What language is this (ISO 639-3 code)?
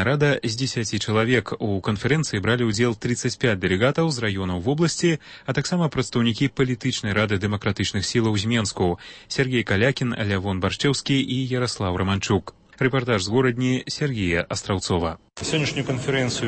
bel